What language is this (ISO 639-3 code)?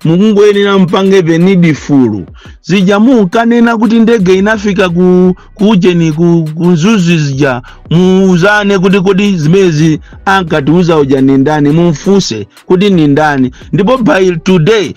nya